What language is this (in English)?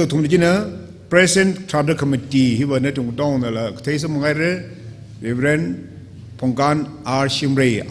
Tangkhul Naga (India)